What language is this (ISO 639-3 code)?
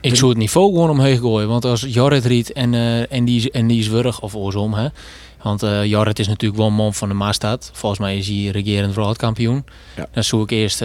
fry